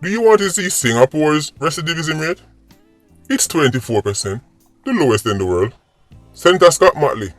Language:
Jamaican Creole English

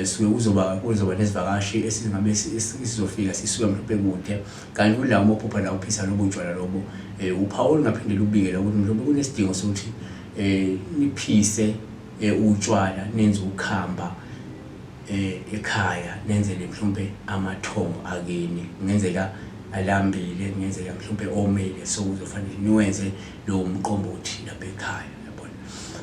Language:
Zulu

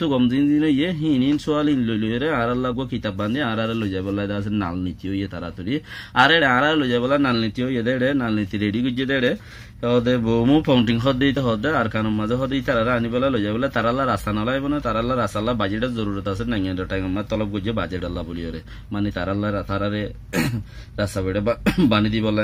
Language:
Rohingya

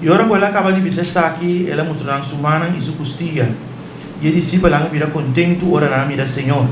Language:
Papiamento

